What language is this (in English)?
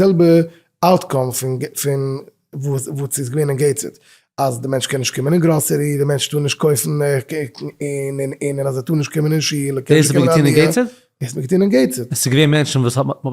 Yiddish